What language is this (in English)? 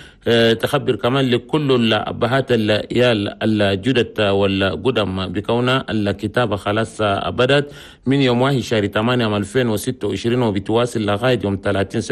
Chadian Arabic